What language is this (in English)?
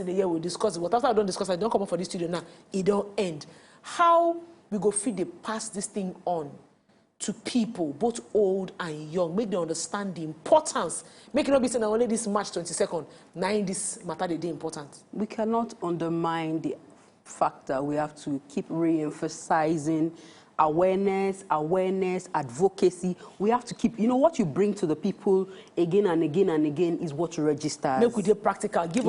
Nigerian Pidgin